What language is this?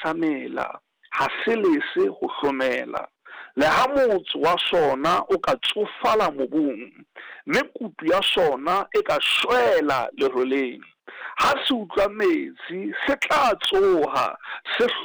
Southern Sotho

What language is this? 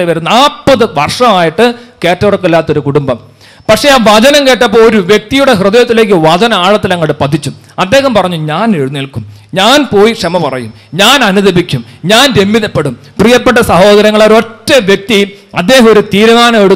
Malayalam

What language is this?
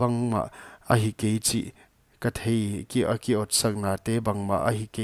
Paite Chin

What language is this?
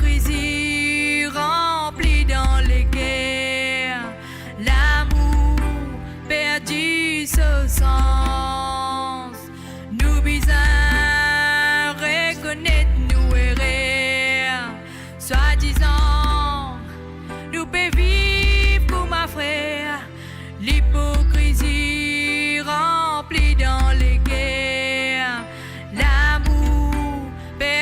Morisyen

